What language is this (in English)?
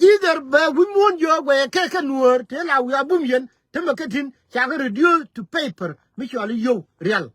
Nuer